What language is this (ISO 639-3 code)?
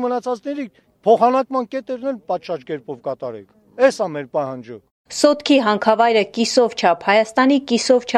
hye